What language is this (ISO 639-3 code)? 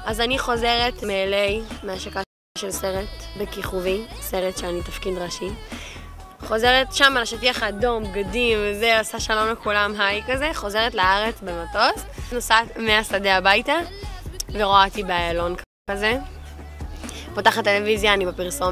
heb